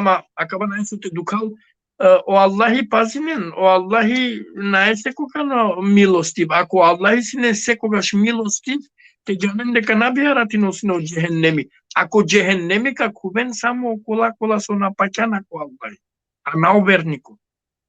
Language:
Balkan Romani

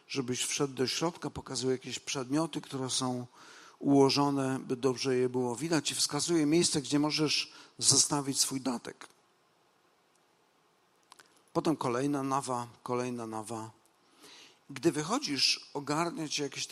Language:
Polish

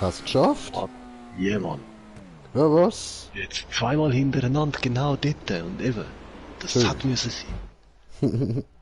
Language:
Swiss German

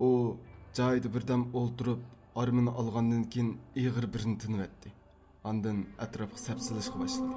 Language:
Uyghur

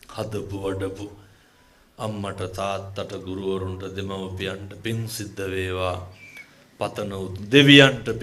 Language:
Sinhala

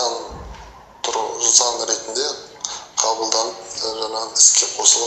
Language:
Kazakh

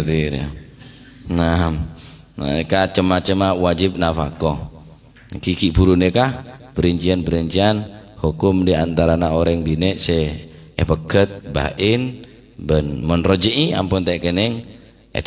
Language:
Madurese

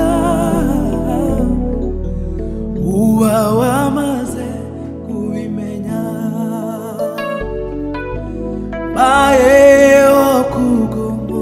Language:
Kinyarwanda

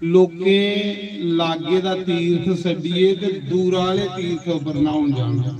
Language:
Dogri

